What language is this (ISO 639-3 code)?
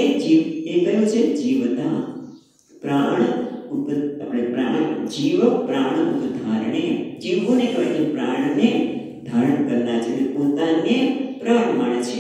guj